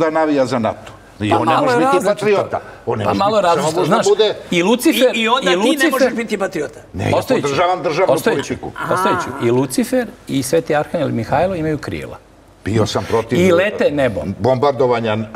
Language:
Serbian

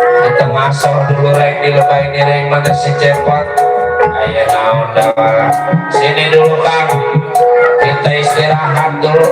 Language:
Betawi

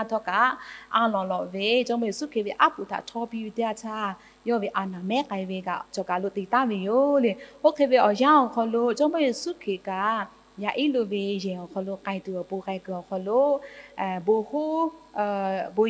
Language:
Lahu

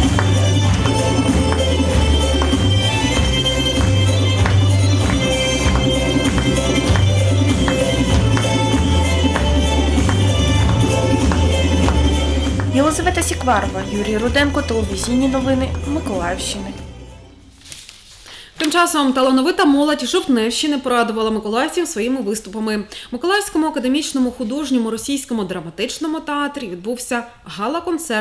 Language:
Ukrainian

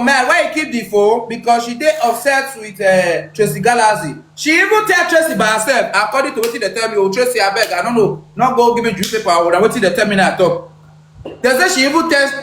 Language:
Nigerian Pidgin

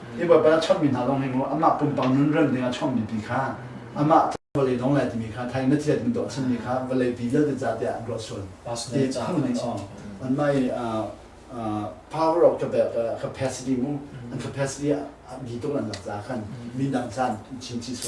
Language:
Hakha Chin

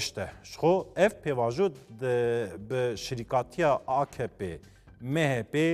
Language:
Kurdish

